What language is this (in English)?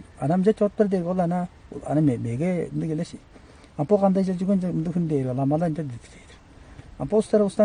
Tuvinian